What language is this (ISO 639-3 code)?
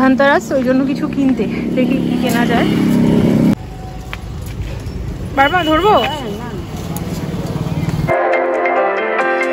ben